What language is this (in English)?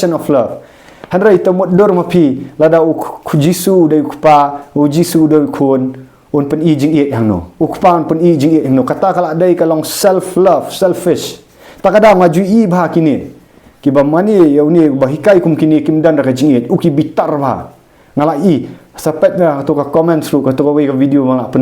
Khasi